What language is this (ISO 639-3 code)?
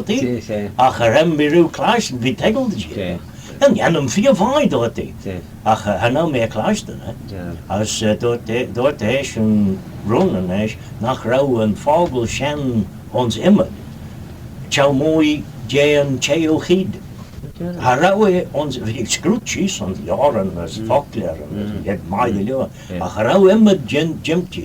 glv